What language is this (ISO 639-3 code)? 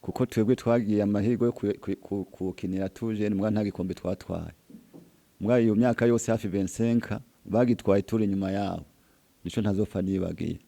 run